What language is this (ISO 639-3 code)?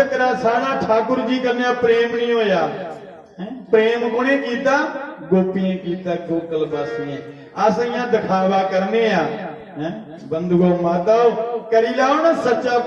doi